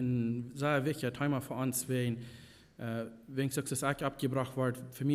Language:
Plautdietsch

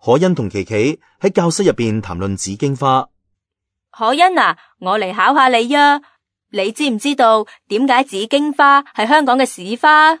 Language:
Cantonese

